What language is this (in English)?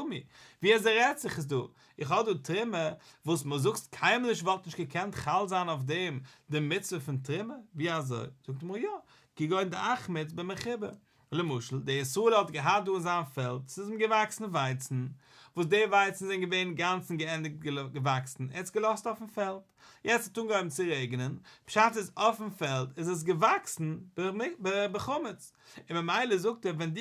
Yiddish